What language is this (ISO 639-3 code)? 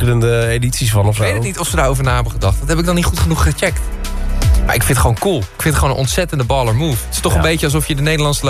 nld